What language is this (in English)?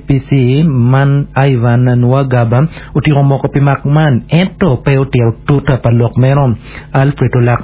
Acoli